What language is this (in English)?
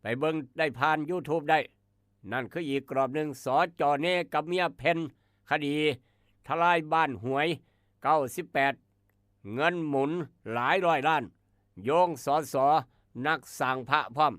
Northeastern Thai